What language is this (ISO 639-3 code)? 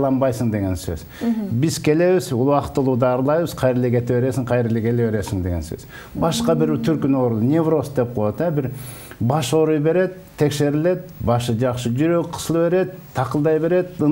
kir